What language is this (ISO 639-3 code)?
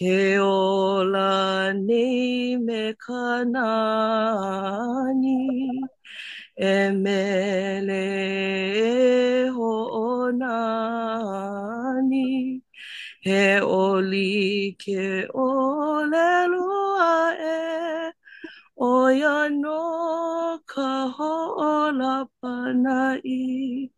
haw